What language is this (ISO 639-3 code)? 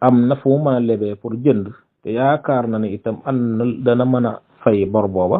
wol